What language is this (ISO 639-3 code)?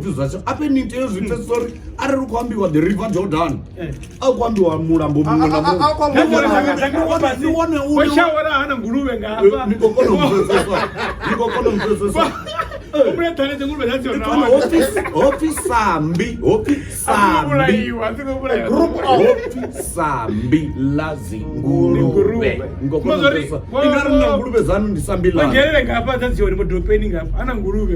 ven